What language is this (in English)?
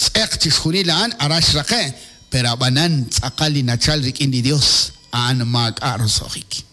Kekchí